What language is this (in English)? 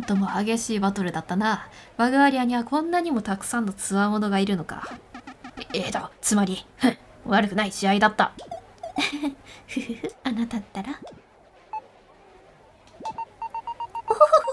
Japanese